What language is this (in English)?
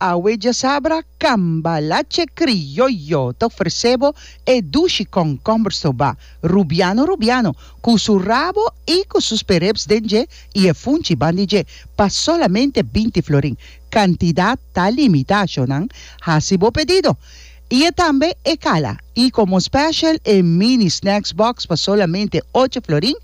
Papiamento